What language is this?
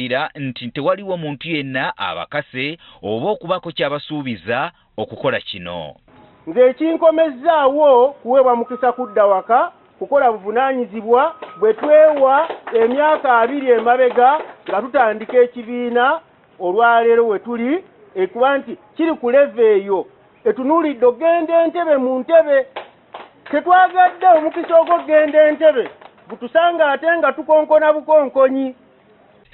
Ganda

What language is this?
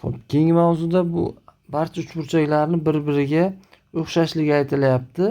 Uzbek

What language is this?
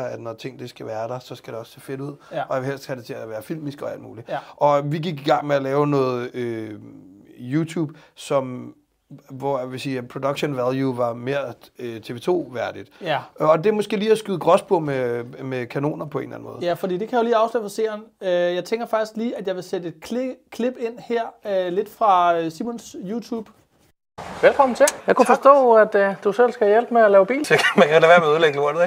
Danish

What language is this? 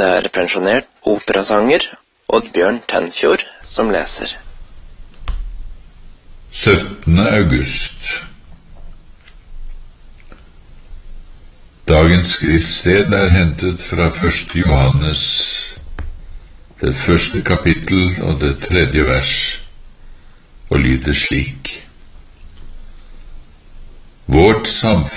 Norwegian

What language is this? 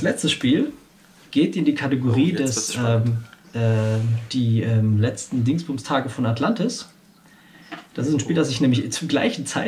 German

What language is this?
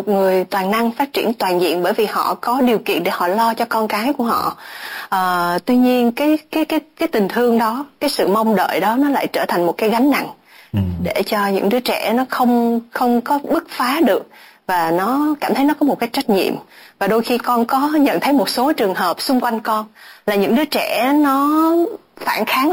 Vietnamese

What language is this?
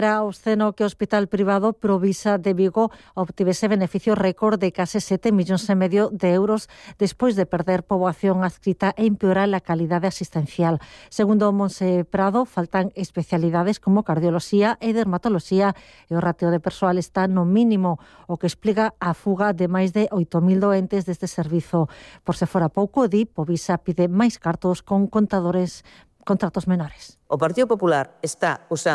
Galician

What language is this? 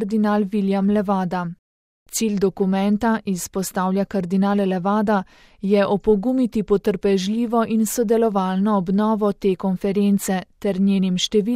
Slovenian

